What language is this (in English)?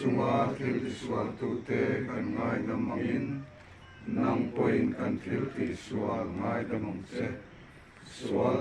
Mizo